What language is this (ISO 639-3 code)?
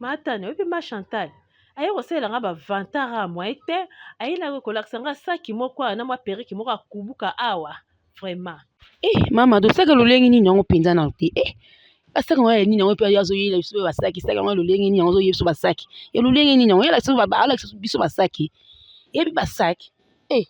lin